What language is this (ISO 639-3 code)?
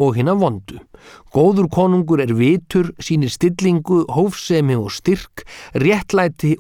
isl